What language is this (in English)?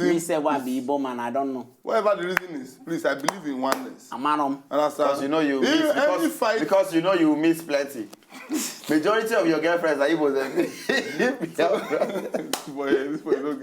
Nigerian Pidgin